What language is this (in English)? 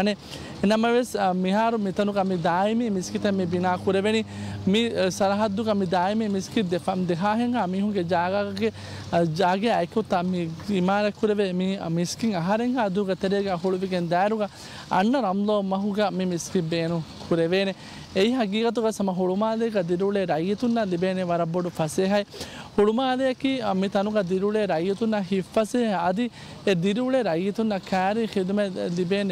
Divehi